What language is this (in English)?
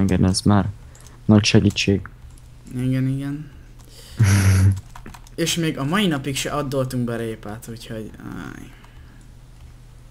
Hungarian